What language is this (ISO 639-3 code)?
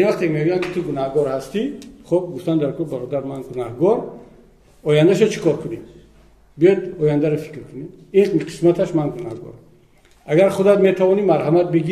tgk